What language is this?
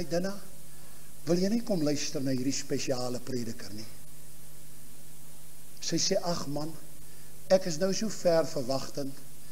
Afrikaans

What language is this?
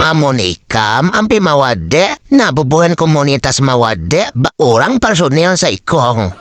Banjar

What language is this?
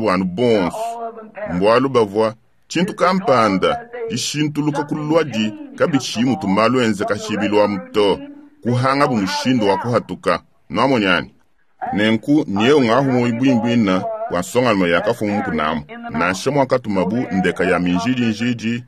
Luba-Lulua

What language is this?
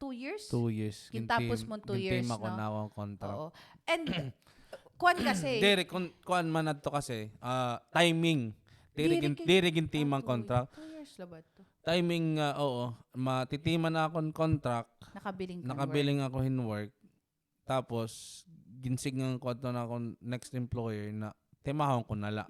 Waray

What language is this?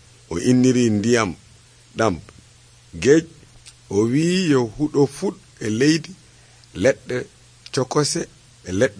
Nigerian Fulfulde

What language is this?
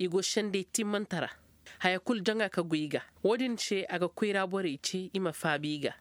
Koyraboro Senni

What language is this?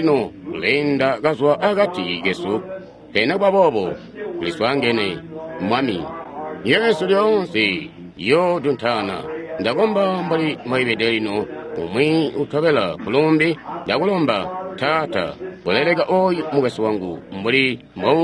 Tonga (Zambia)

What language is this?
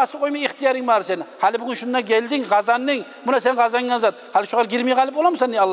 Kumyk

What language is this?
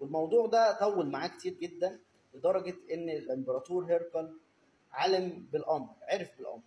Egyptian Arabic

